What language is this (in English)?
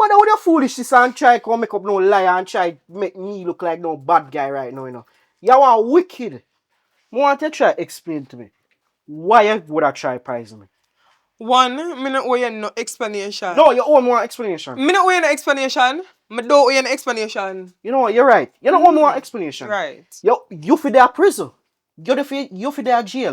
Jamaican Creole English